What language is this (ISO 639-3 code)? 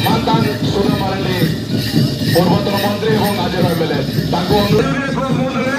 sat